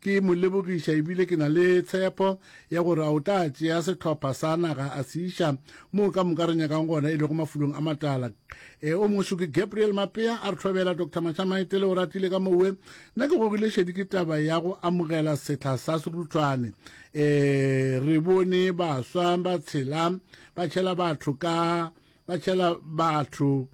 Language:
Northern Sotho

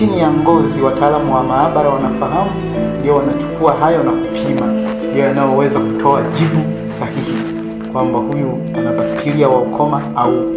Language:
Swahili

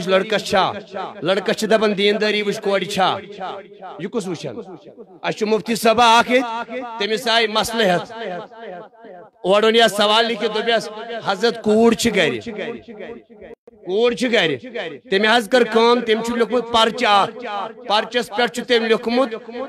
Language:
Kashmiri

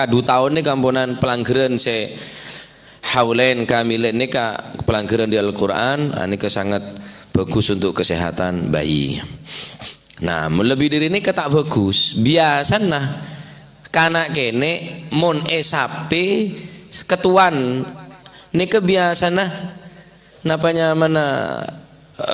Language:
Madurese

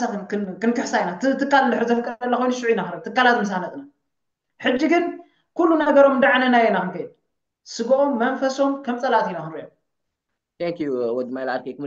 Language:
Tigrinya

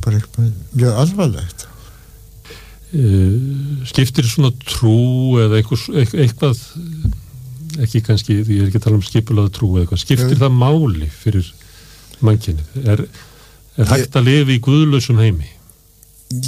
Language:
Icelandic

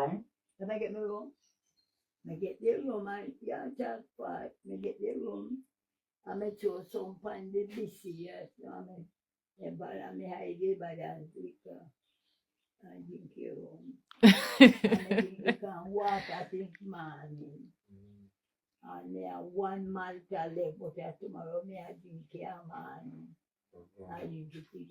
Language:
Jamaican Creole English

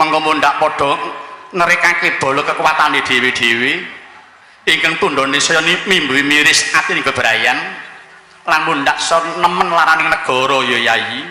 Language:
Javanese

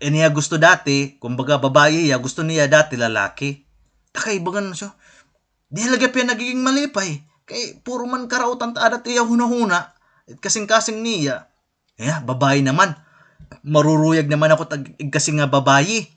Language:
Waray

